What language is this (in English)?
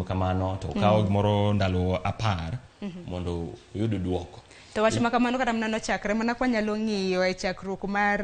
Luo (Kenya and Tanzania)